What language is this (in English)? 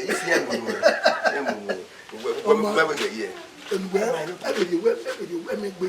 Bini